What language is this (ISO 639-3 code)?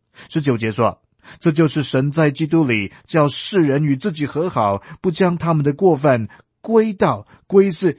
zho